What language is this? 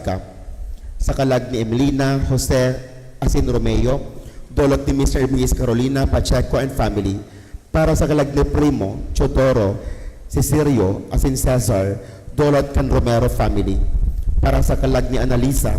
Bikol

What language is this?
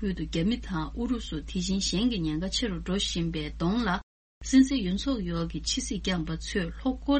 Tibetan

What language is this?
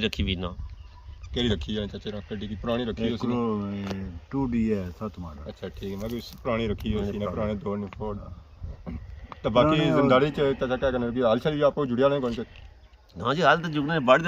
Pahari-Potwari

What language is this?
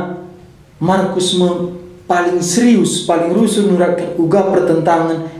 Batak Karo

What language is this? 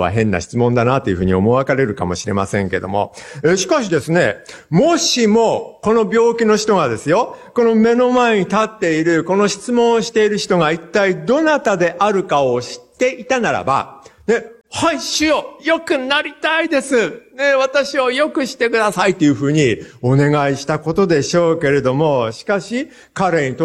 Japanese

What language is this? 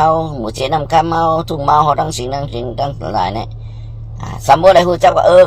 Shan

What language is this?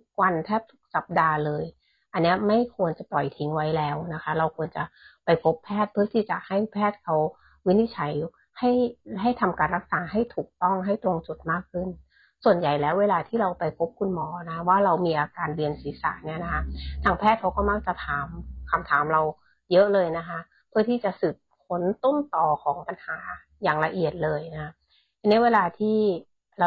Thai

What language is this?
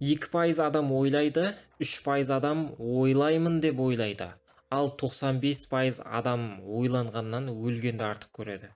Kazakh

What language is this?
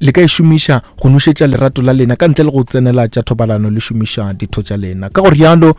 Northern Sotho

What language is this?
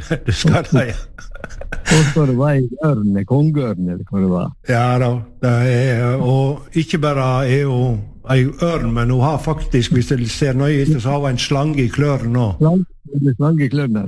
Norwegian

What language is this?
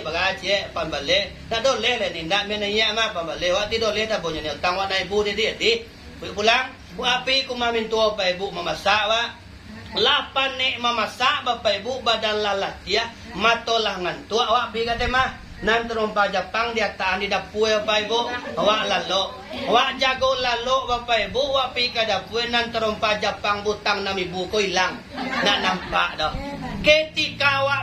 Minangkabau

